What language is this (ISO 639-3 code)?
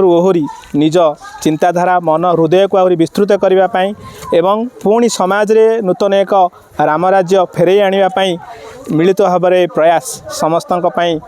ori